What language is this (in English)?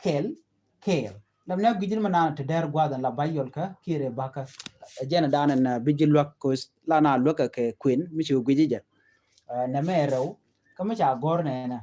Nuer